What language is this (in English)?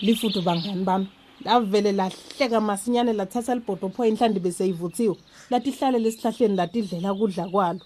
Swati